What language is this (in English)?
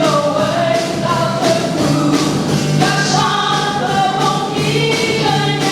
Phom Naga